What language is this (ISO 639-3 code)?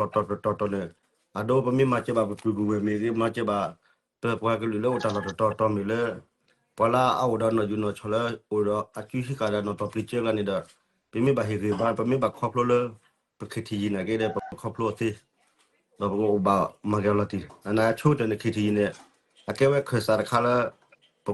ksw